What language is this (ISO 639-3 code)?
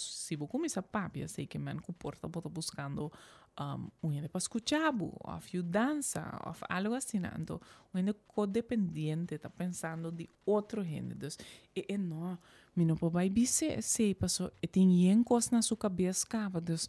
pap